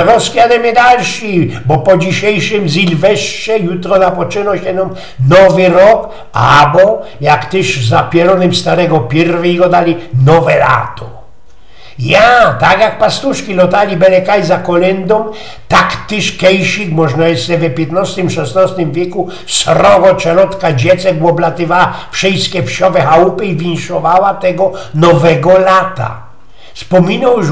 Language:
Silesian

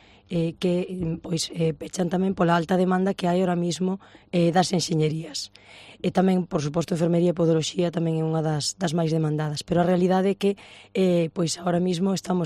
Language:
Galician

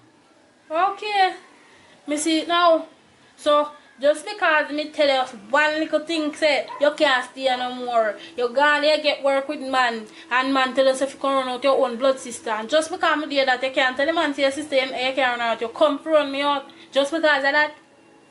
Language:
Jamaican Creole English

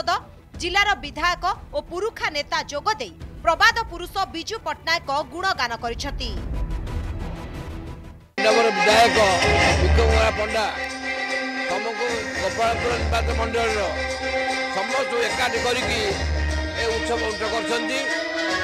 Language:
Odia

